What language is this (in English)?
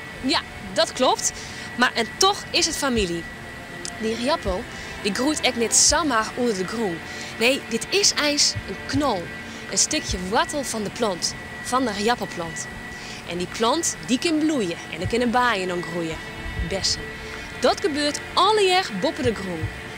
Western Frisian